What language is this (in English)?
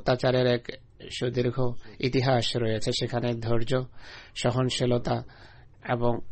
Bangla